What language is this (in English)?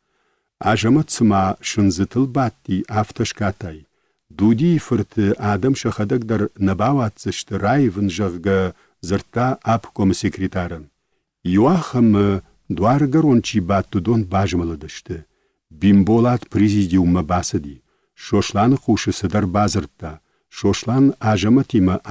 Ossetic